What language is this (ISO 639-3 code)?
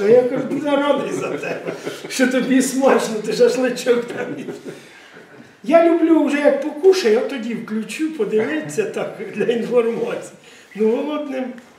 ukr